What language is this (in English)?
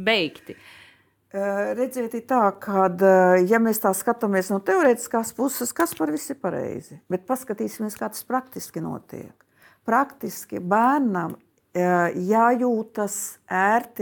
Latvian